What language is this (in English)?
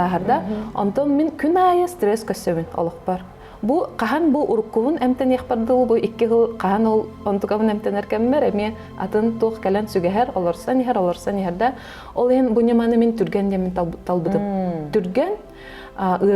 Yakut